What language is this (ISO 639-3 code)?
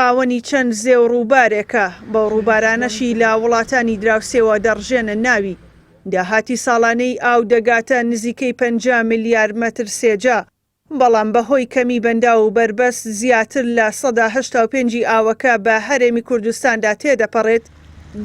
ckb